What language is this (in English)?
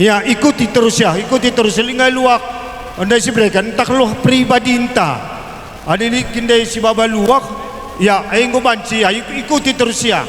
Batak Karo